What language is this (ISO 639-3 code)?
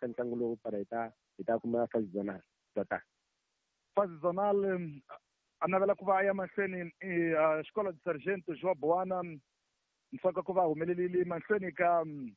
tso